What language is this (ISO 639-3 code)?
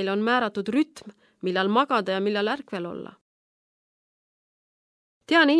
est